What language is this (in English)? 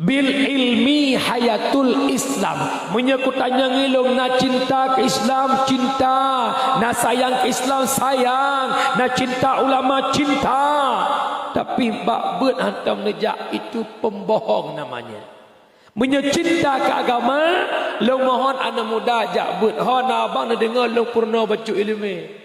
Achinese